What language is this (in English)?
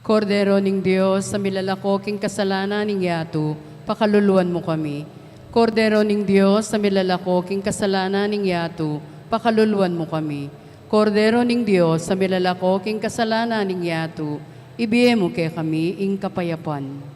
Pampanga